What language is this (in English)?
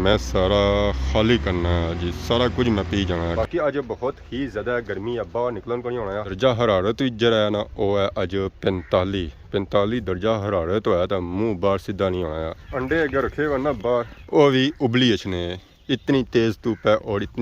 Pahari-Potwari